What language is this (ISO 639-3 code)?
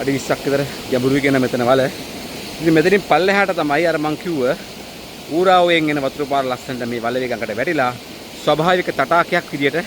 sin